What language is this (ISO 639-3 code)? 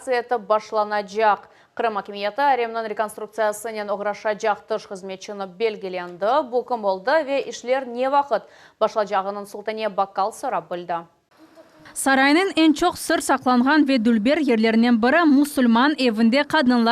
crh